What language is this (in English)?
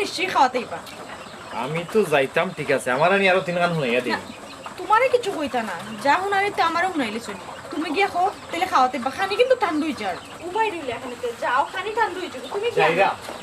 Sylheti